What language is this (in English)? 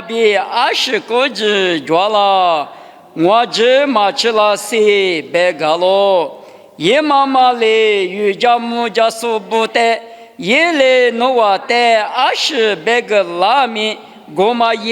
Lisu